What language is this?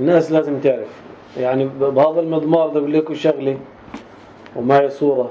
North Levantine Arabic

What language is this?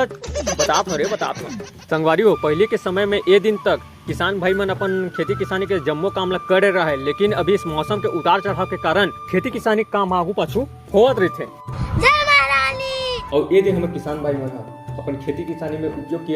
Chhattisgarhi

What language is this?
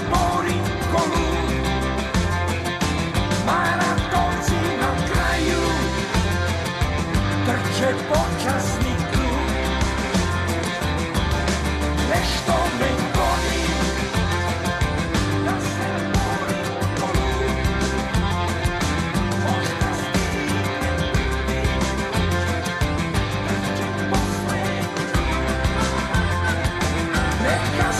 Serbian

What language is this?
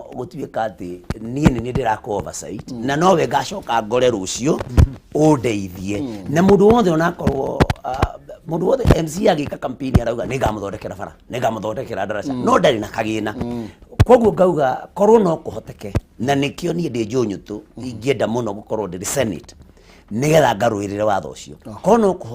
Kikuyu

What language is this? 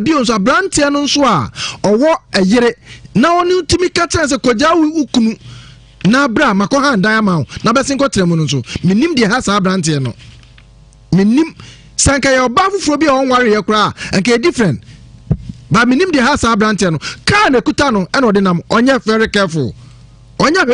Akan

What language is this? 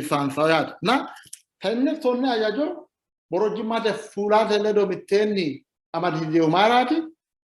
Sidamo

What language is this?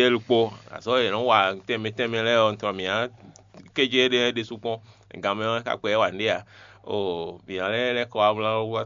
Fon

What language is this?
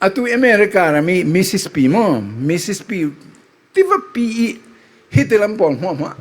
Falam Chin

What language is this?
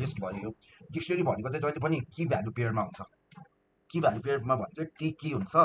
Nepali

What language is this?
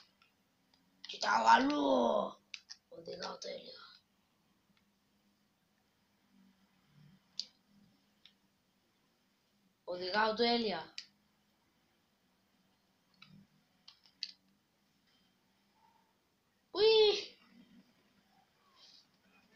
Greek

